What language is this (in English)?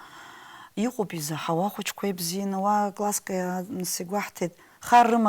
Abkhazian